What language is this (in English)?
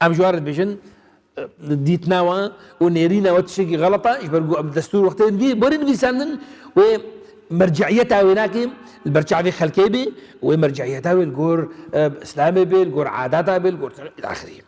Kurdish